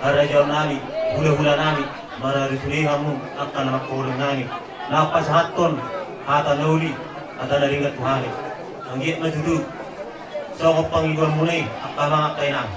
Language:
Batak Toba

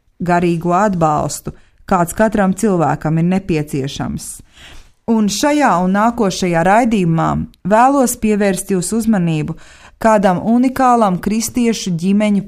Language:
Latvian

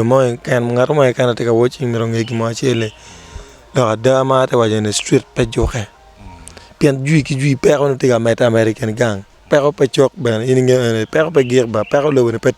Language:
Acoli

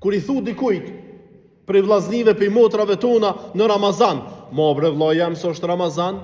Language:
Albanian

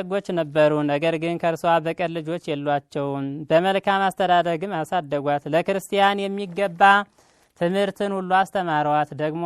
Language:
Amharic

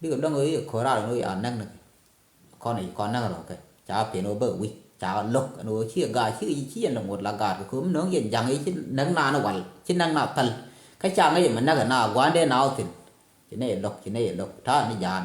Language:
Nuer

